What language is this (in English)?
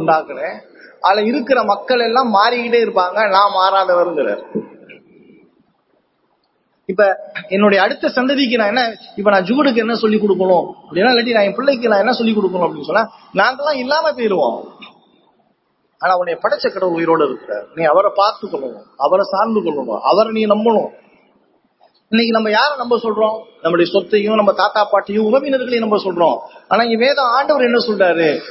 Tamil